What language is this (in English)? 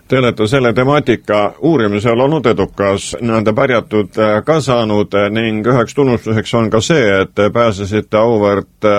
Estonian